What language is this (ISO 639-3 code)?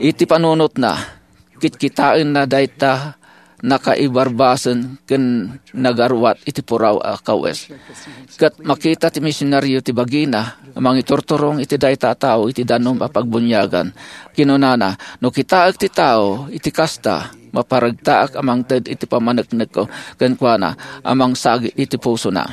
ilo